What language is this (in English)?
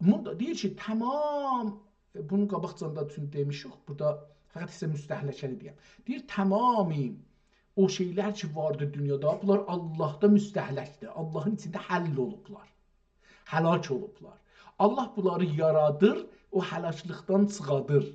South Azerbaijani